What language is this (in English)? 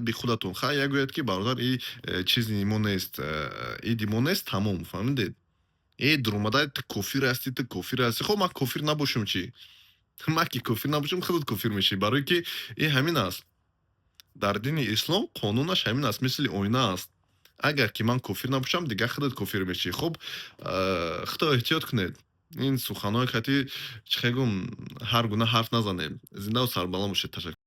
Tajik